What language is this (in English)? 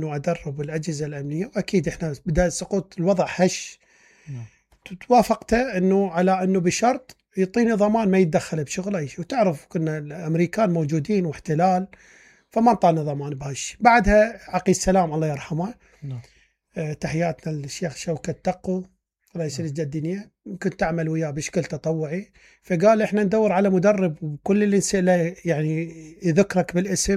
Mesopotamian Arabic